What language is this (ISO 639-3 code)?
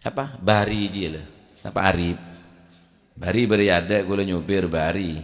mad